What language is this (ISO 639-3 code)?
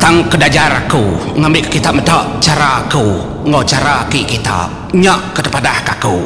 iba